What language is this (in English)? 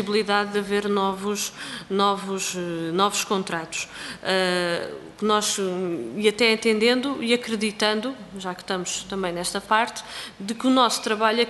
Portuguese